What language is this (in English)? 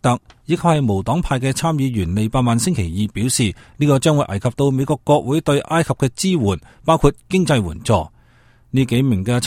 Cantonese